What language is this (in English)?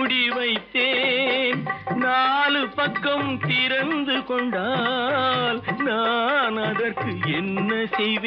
Tamil